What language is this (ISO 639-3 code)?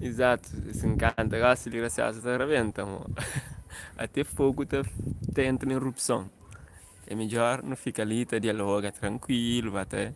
kea